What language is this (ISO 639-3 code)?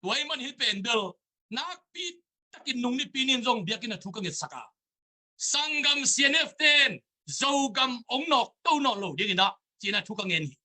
ctd